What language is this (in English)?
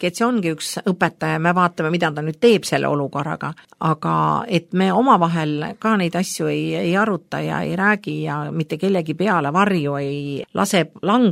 Estonian